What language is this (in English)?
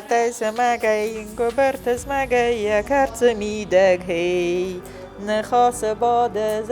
Ossetic